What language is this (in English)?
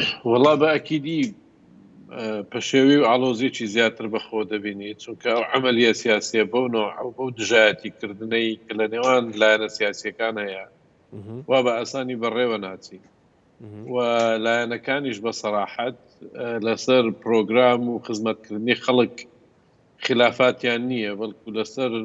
Central Kurdish